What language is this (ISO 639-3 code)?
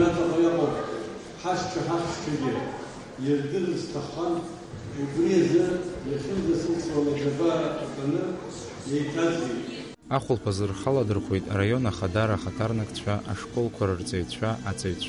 abk